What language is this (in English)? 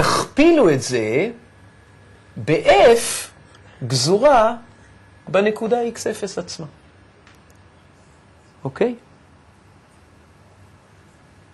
Hebrew